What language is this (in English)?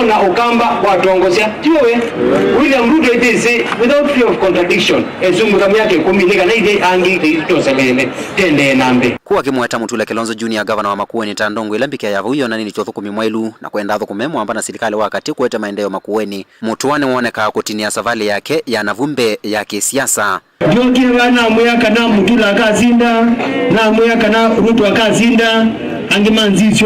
Kamba